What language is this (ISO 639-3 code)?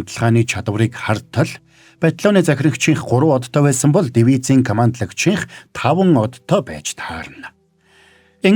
mon